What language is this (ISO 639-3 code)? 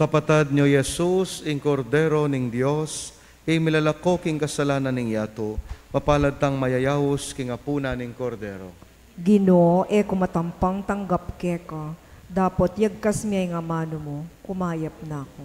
pam